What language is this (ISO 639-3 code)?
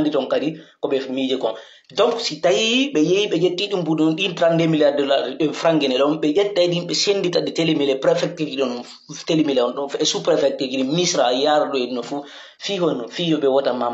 fuf